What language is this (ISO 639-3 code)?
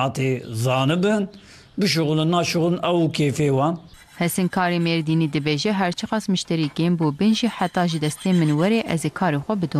kur